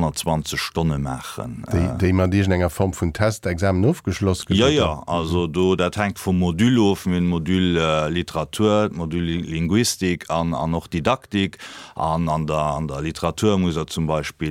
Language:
Luxembourgish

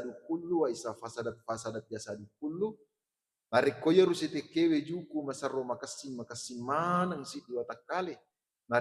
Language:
Buginese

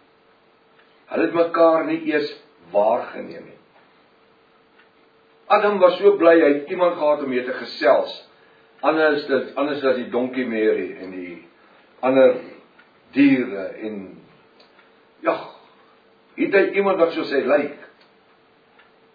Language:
Afrikaans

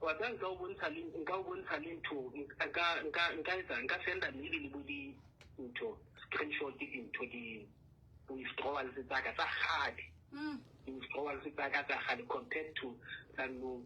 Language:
Southern Sotho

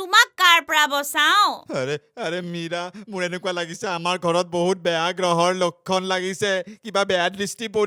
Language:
Assamese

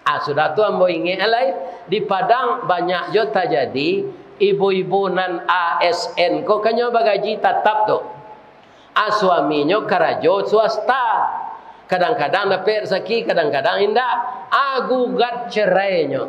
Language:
Minangkabau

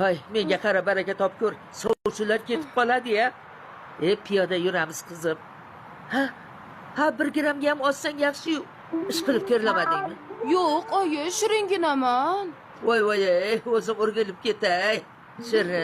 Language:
Uzbek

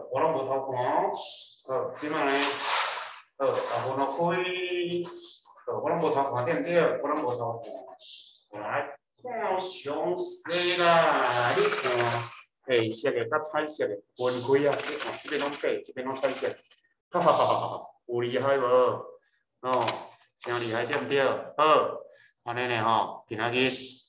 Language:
Min Nan Chinese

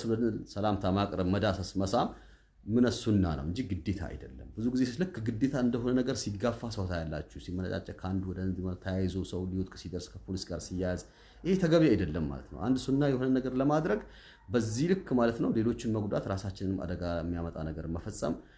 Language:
Amharic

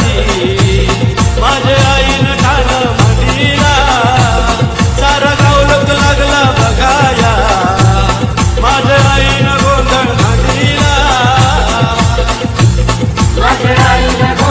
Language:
Marathi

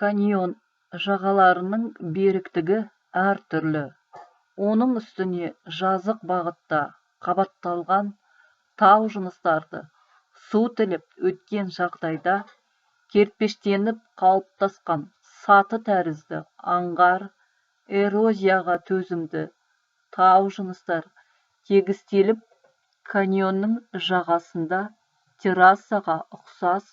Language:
Kazakh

